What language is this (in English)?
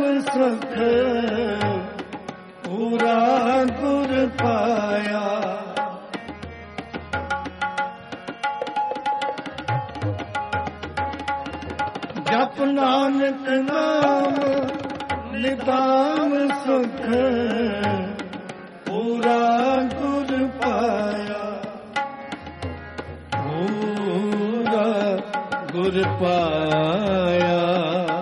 Punjabi